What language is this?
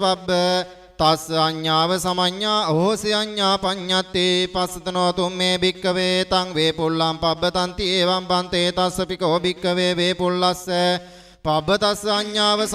Pali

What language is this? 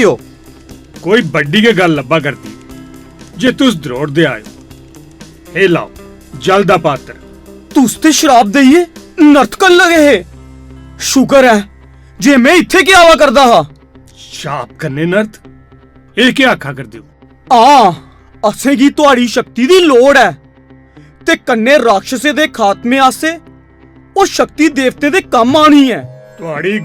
Dogri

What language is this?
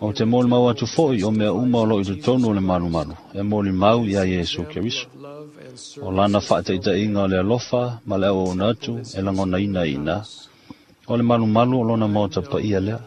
Samoan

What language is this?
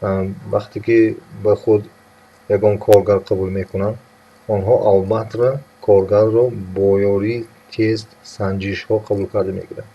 Tajik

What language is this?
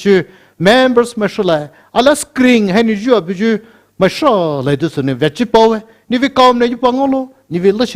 Poumei Naga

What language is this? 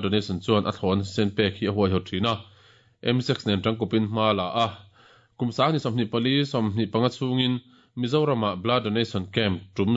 Mizo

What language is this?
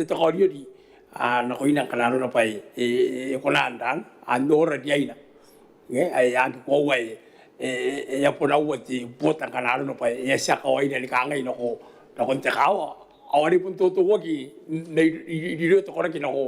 Gilbertese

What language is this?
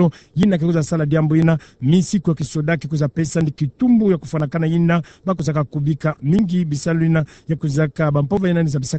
Kituba (Democratic Republic of Congo)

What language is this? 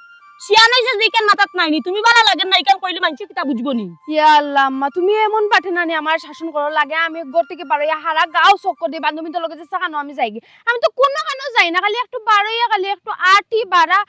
Sylheti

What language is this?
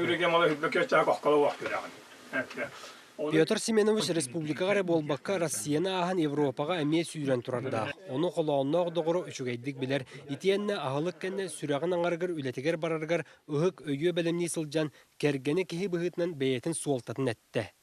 Yakut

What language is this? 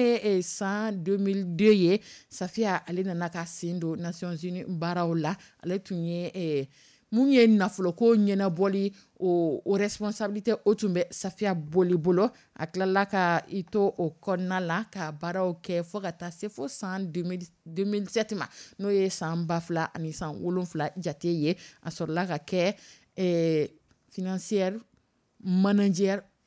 Dyula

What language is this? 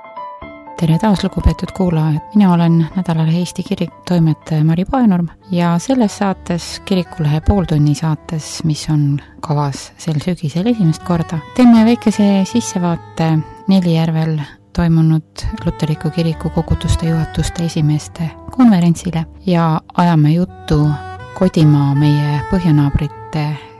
Estonian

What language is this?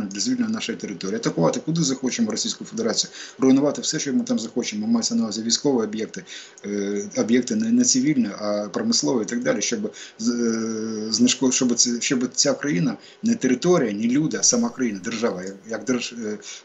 Ukrainian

